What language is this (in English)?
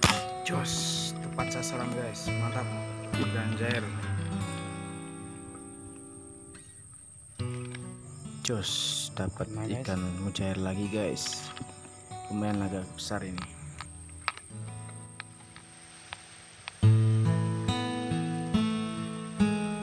Indonesian